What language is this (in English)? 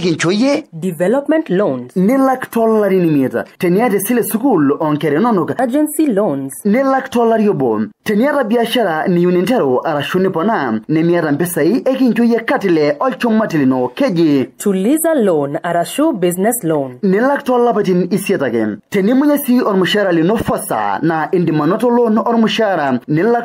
Masai